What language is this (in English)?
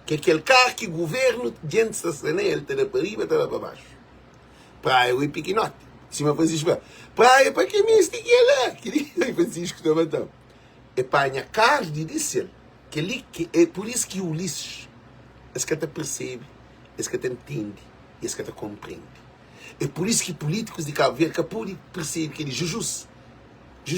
Kabuverdianu